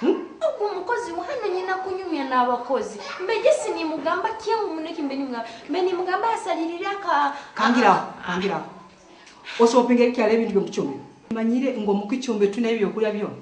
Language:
Nyoro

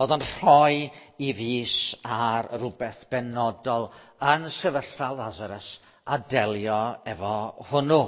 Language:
Welsh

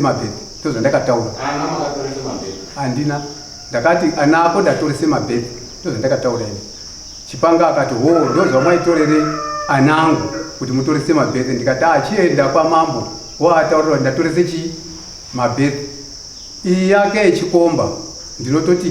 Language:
Shona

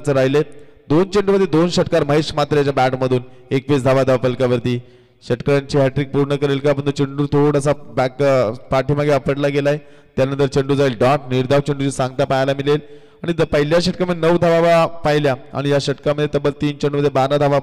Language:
Marathi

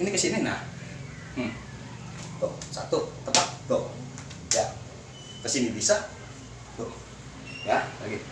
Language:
Betawi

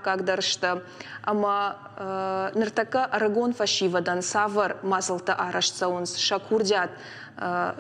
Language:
Ossetic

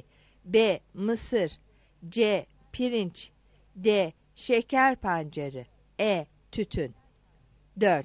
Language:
Turkish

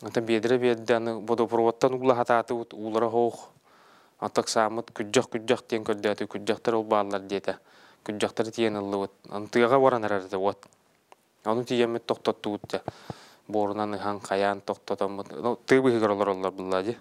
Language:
Yakut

